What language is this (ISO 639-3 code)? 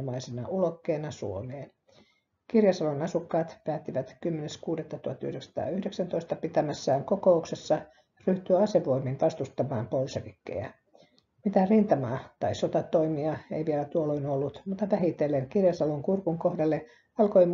fin